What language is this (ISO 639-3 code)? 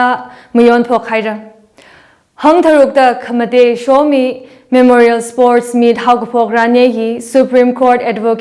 nmf